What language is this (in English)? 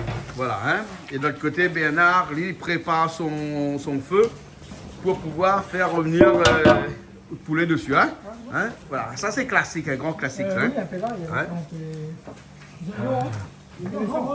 Réunion Creole French